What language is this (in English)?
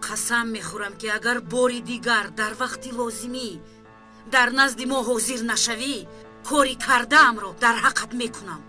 Tajik